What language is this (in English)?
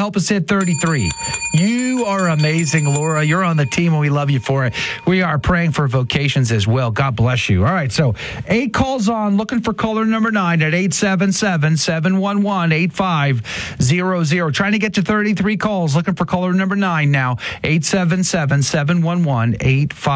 English